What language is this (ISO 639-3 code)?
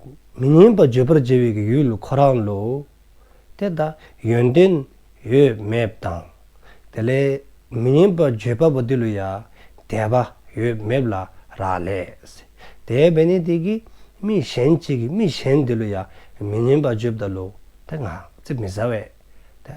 dzo